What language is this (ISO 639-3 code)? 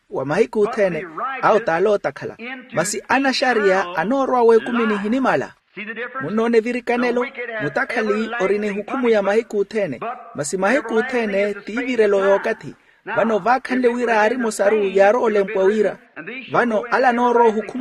vmw